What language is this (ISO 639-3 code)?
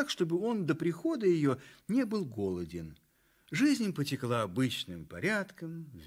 rus